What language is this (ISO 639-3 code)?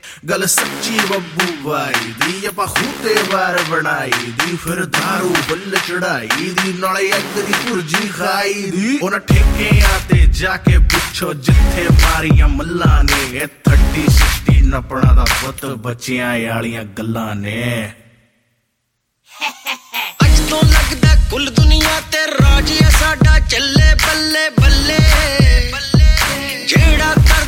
pan